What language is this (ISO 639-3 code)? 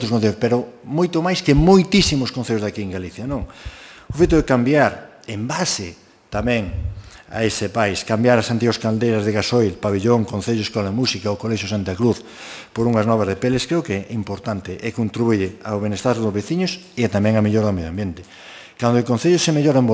glg